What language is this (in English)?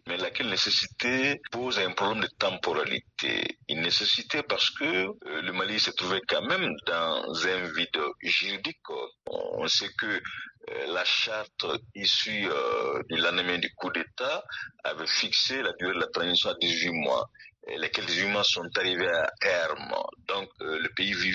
French